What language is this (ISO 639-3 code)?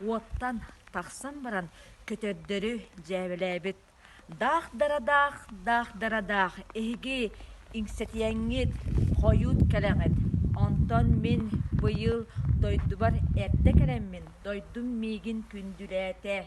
sah